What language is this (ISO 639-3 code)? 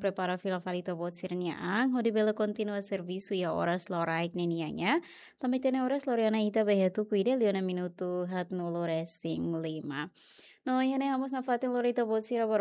tet